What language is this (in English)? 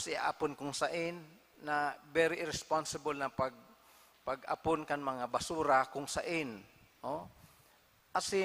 Bikol